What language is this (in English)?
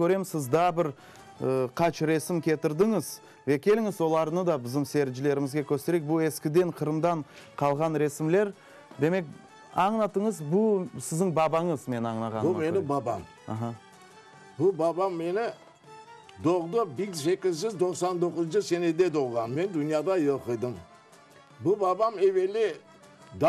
Crimean Tatar